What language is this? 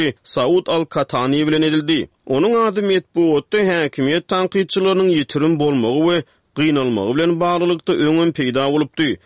Turkmen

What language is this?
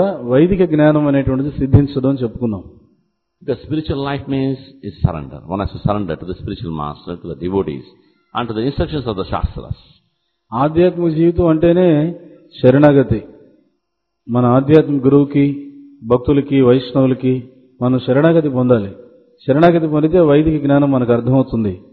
Telugu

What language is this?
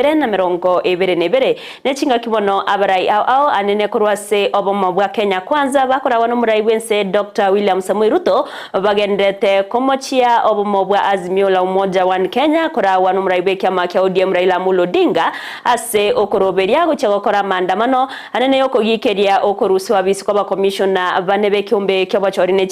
Gusii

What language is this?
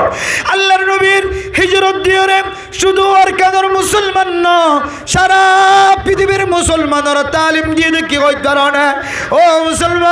Rohingya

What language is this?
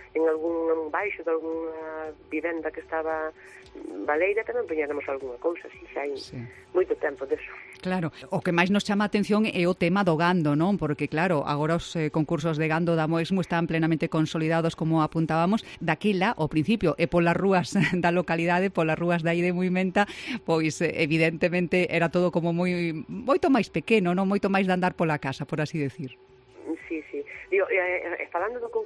Galician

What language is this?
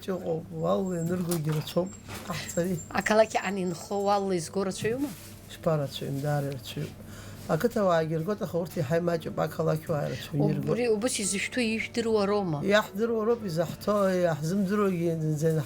Abkhazian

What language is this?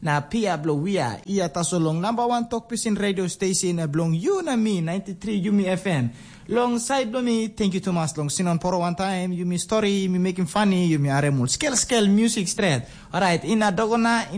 Tok Pisin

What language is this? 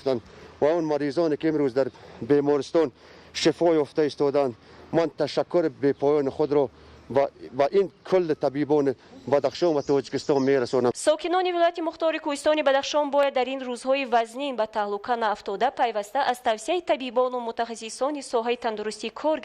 Tajik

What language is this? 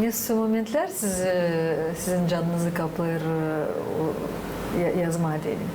Gagauz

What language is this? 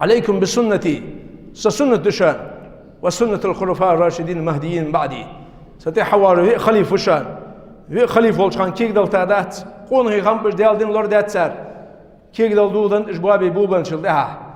Ingush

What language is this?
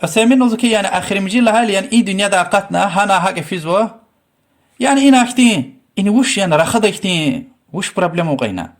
Lezghian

